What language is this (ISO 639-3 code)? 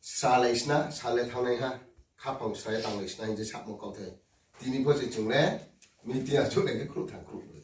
ria